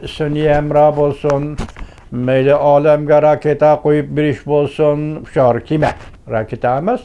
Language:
Uyghur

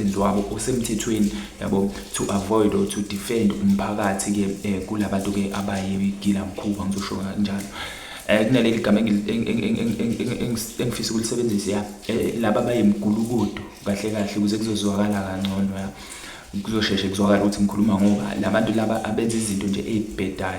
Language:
Zulu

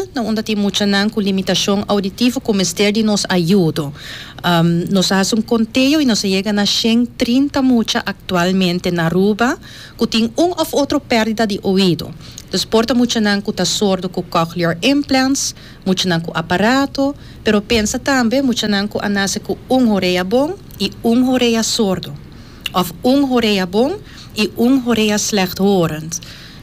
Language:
Papiamento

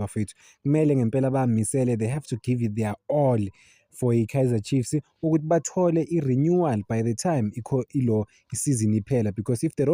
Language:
Zulu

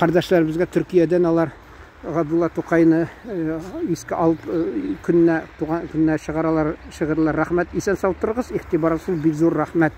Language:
Tatar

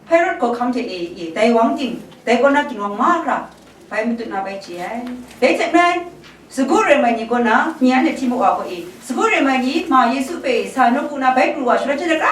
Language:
Kachin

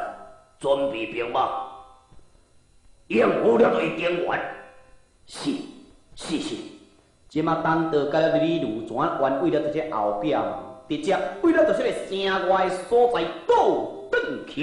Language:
Min Nan Chinese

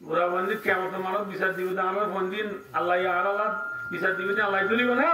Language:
Rohingya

